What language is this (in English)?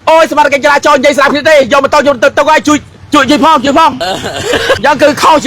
Khmer